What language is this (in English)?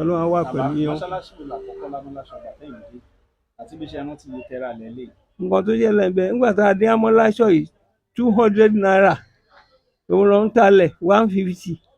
Yoruba